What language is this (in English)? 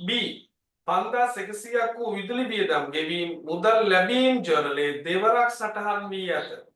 Sinhala